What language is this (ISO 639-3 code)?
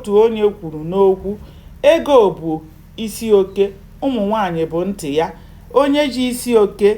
ibo